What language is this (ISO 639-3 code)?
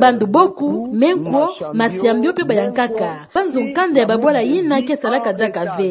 ktu